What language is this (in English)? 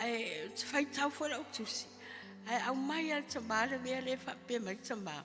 Samoan